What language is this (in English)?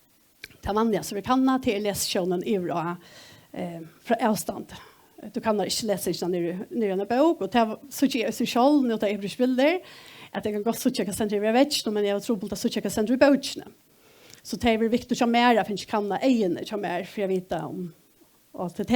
Faroese